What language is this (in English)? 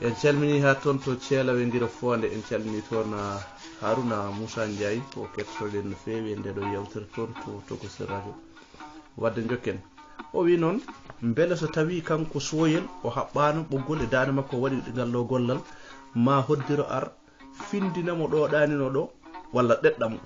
Fula